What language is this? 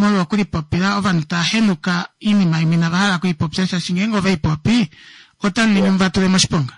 Kuanyama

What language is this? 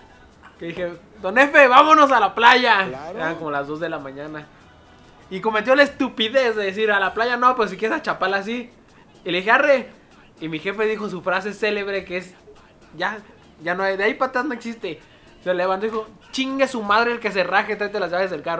Spanish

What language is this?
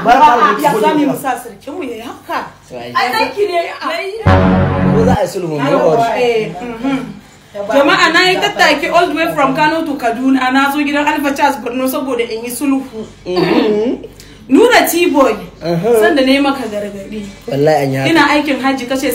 Hausa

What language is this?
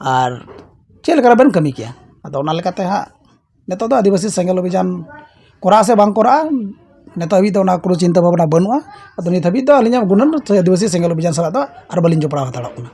Santali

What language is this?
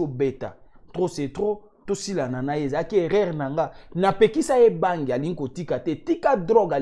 Lingala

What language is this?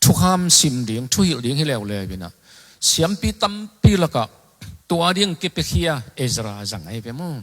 Tedim Chin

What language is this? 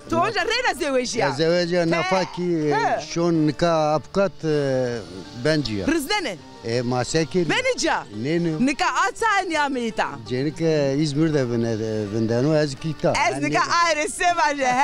Zaza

